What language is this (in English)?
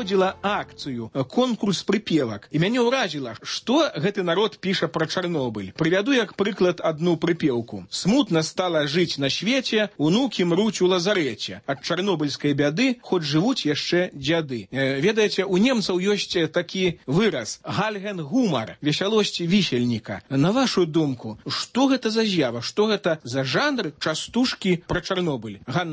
Belarusian